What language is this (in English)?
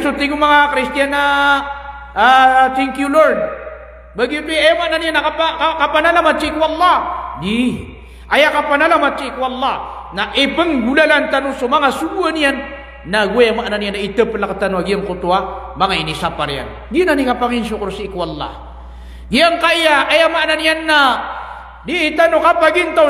Maranao